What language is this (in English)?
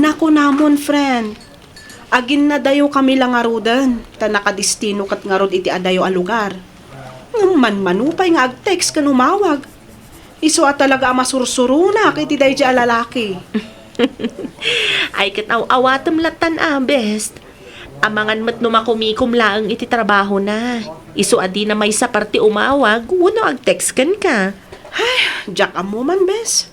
Iloko